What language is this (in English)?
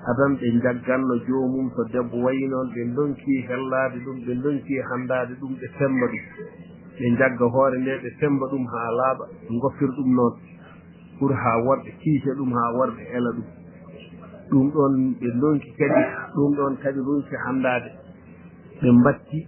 Fula